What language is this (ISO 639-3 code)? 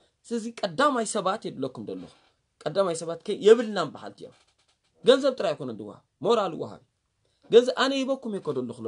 tir